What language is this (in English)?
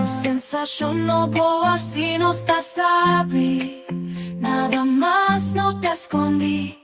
Papiamento